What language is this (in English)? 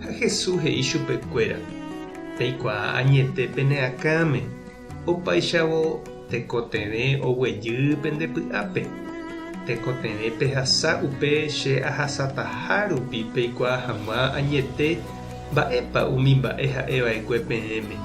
Guarani